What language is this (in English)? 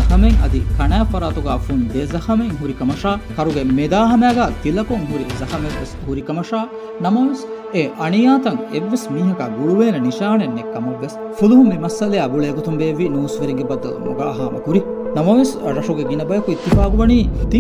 Divehi